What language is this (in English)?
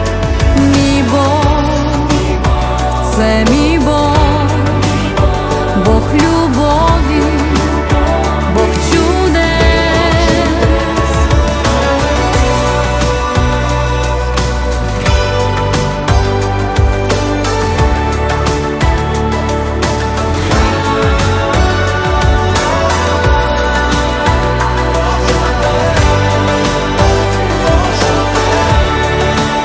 Ukrainian